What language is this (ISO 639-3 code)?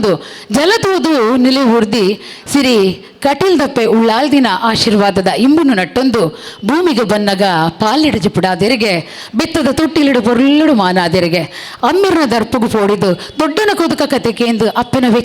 tcy